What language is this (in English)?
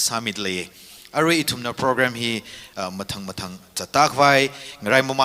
Tangkhul Naga (India)